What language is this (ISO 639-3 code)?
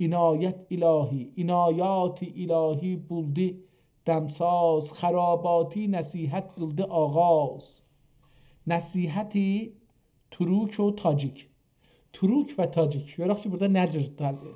azb